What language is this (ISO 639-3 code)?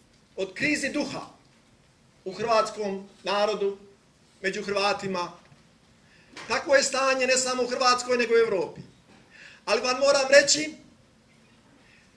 hrv